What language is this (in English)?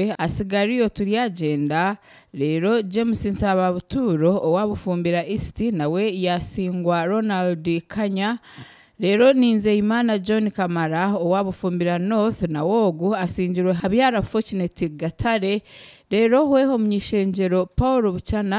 Nyankole